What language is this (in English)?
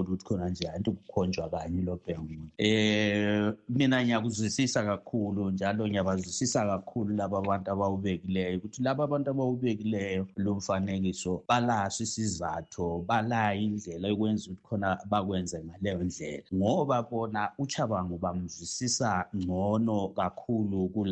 North Ndebele